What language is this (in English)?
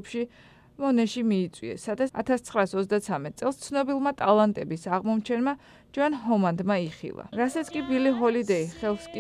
Georgian